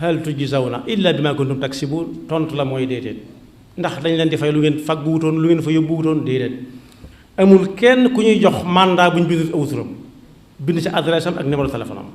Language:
Wolof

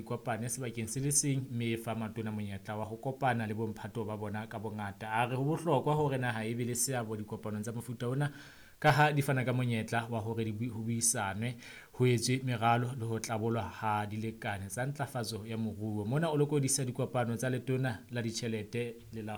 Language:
Southern Sotho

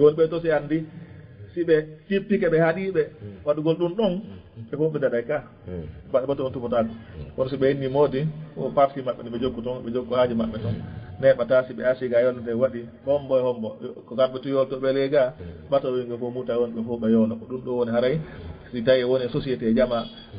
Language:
Fula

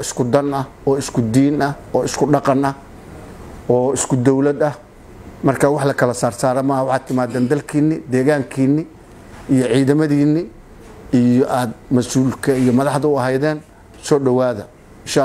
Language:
Somali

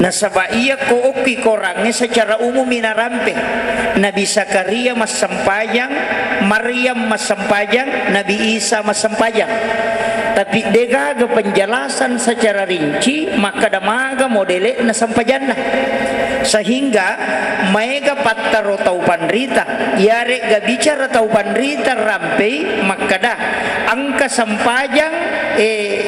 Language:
Buginese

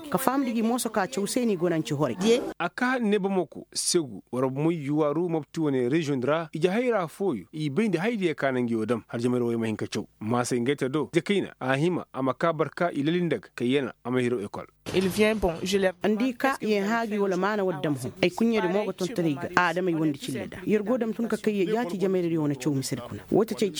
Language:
Koyraboro Senni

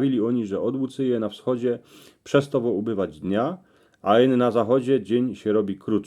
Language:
Silesian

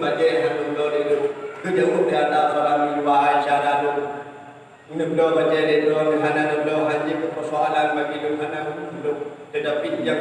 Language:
Achinese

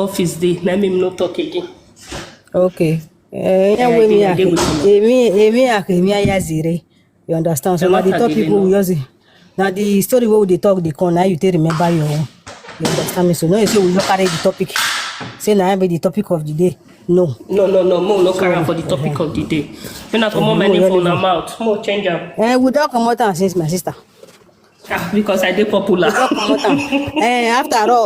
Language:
Nigerian Pidgin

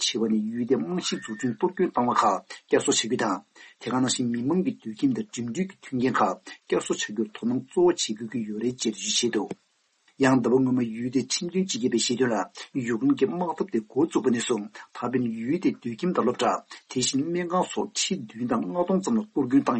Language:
Tibetan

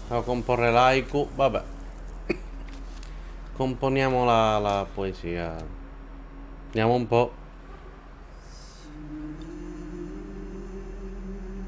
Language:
Italian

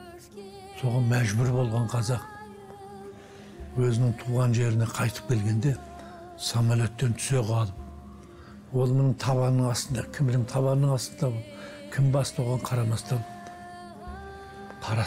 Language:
Kazakh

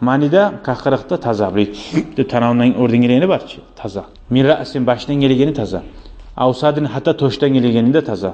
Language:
Kumyk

